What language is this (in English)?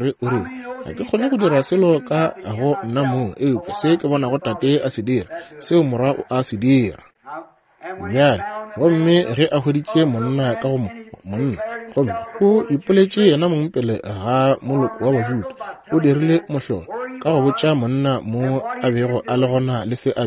Northern Sotho